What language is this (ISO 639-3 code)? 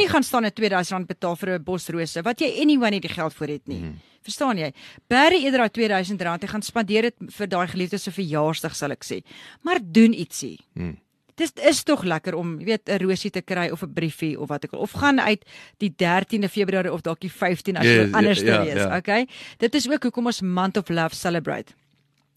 afr